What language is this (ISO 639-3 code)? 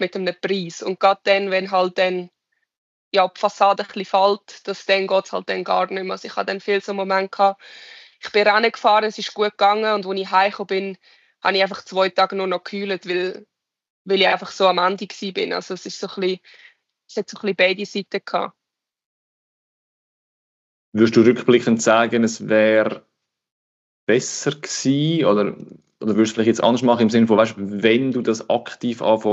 deu